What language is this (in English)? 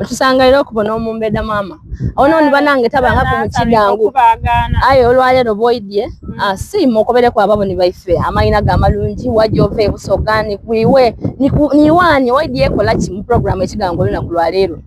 Soga